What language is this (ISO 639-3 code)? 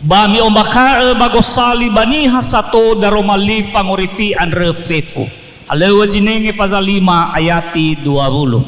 nia